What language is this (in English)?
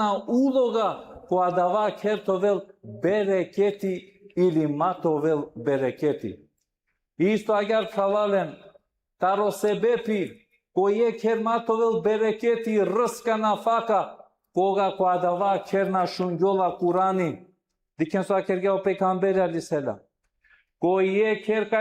Balkan Romani